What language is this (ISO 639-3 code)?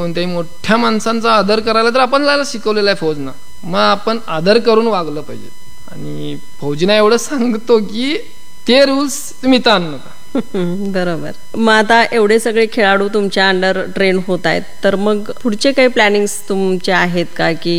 mar